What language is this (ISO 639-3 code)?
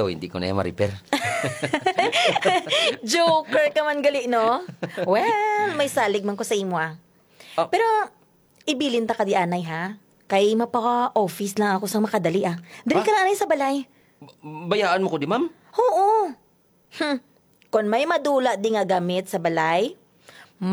hil